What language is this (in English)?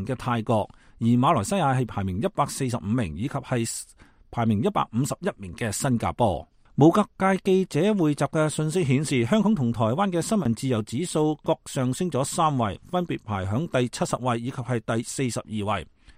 Cantonese